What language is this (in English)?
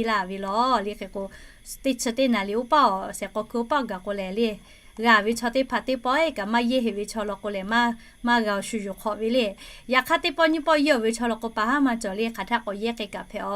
Lahu